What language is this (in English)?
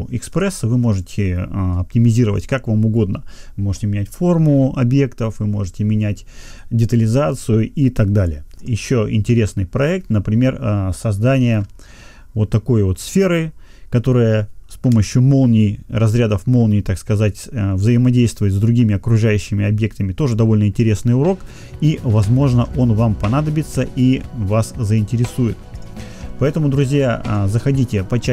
Russian